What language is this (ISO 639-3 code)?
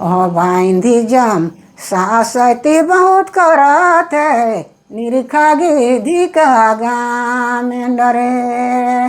sck